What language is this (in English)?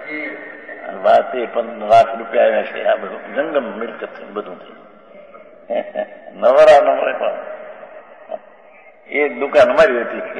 Gujarati